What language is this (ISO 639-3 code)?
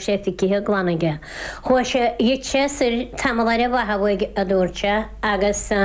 gle